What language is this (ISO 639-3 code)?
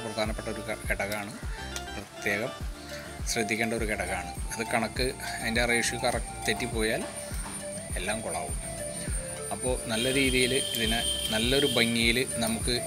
mal